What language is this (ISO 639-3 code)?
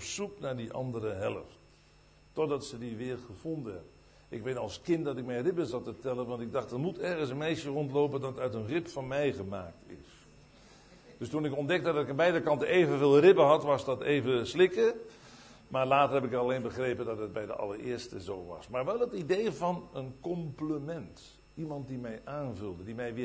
nld